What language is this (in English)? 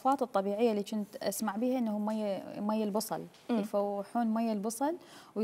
Mesopotamian Arabic